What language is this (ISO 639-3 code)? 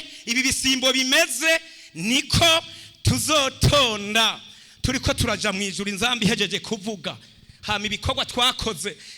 run